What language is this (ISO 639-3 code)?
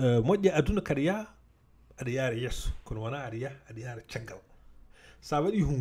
ful